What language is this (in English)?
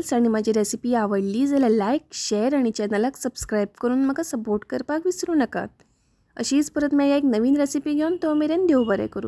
Konkani